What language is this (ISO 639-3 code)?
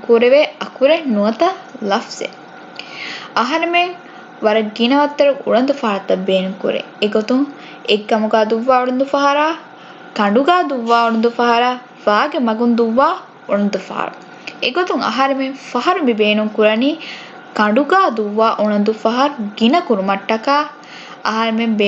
div